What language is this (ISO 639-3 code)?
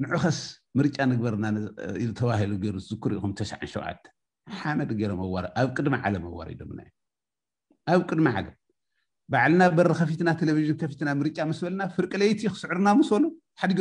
tir